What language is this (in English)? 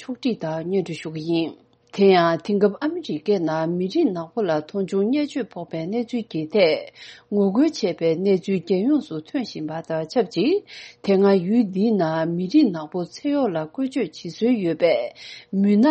Tibetan